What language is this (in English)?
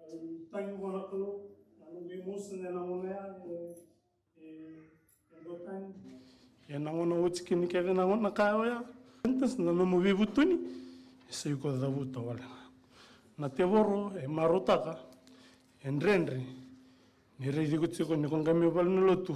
Fijian